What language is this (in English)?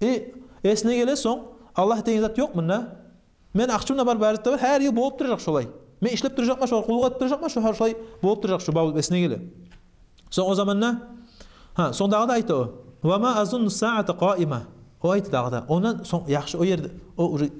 Kumyk